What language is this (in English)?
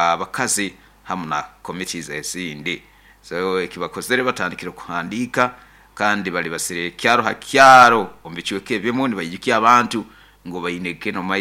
Nyoro